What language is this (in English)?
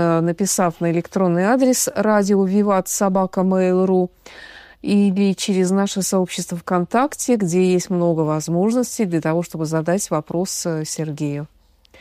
Russian